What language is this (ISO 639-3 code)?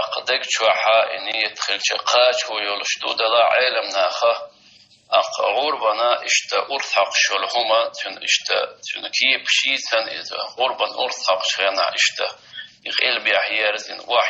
che